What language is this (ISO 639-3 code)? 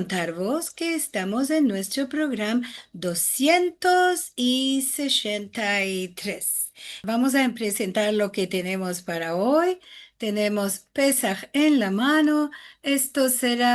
lad